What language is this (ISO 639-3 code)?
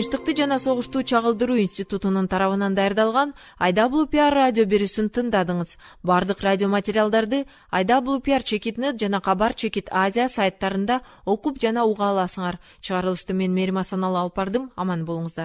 kir